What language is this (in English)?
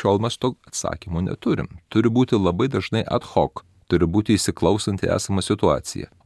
Lithuanian